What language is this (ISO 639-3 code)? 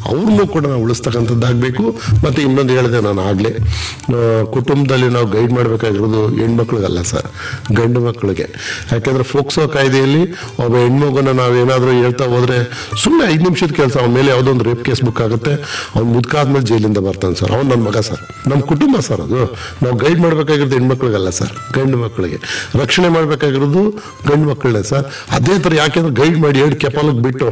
kan